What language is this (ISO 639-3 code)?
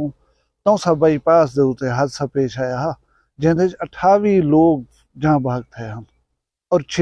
skr